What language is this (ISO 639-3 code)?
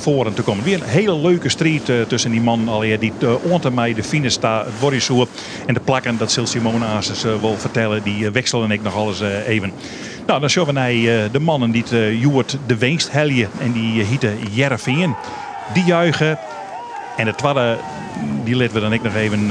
fry